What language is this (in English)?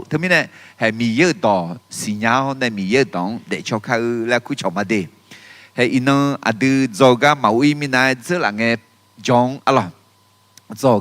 Akha